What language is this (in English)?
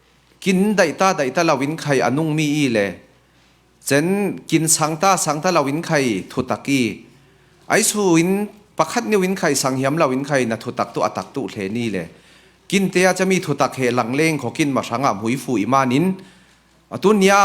Falam Chin